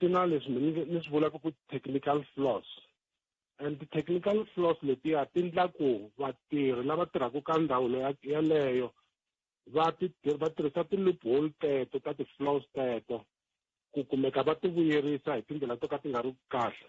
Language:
Tsonga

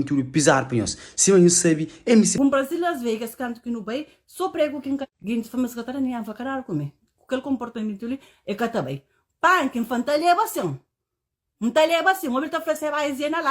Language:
Kabuverdianu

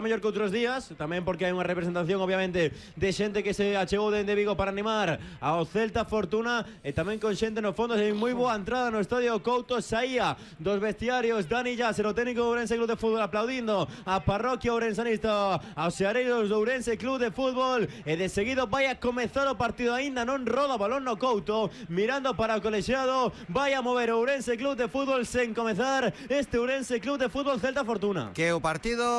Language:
Galician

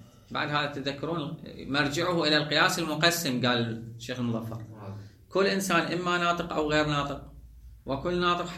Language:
Mesopotamian Arabic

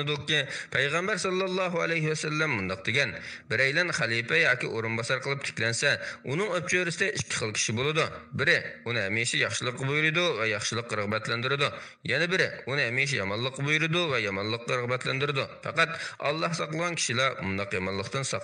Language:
Uyghur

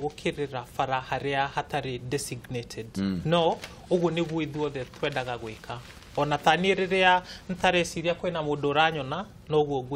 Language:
Kikuyu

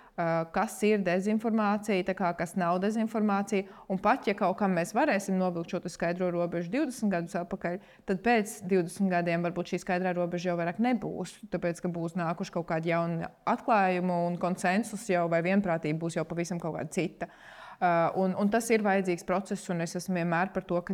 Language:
Latvian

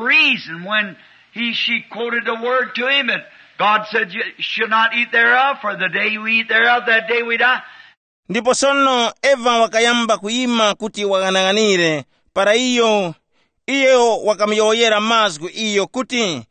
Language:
Tumbuka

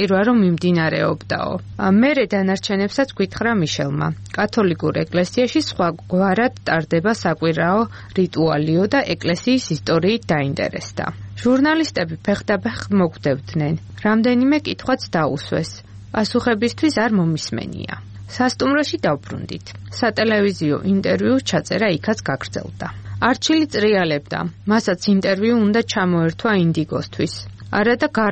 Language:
Georgian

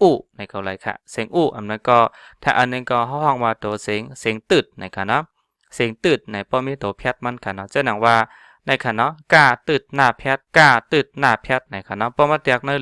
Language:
Shan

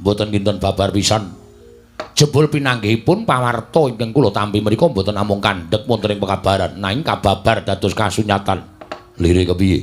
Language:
Javanese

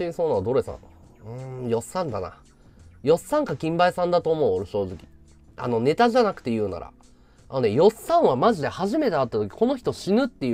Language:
Japanese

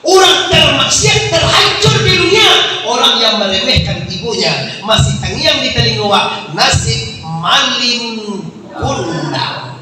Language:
Minangkabau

